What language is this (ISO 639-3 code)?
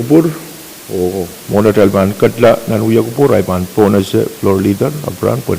pon